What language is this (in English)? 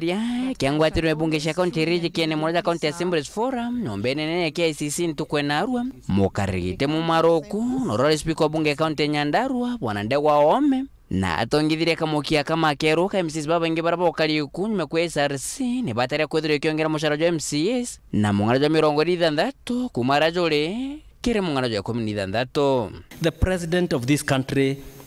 Meru